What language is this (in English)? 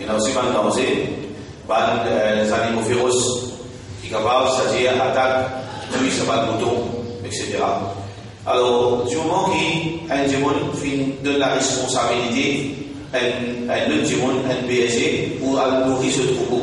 Morisyen